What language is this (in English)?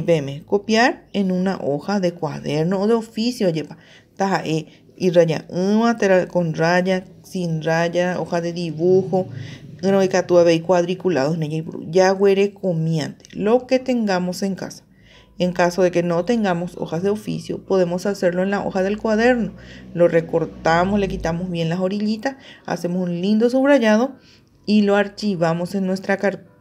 Guarani